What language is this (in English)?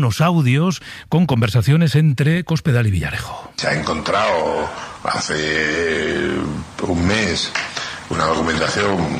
Spanish